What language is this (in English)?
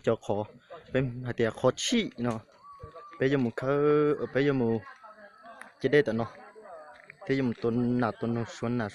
Hmong